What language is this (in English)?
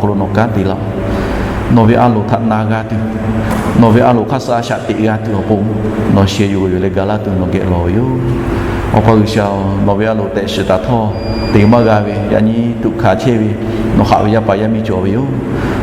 Lahu